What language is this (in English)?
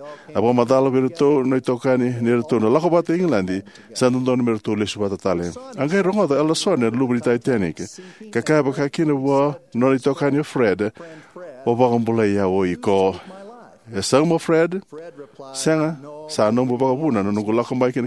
Fijian